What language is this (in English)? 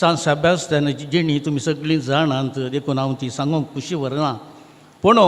Konkani